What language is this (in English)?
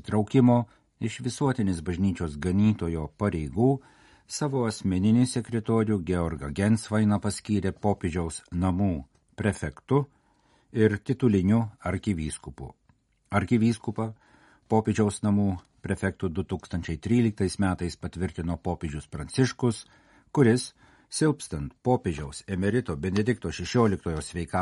Lithuanian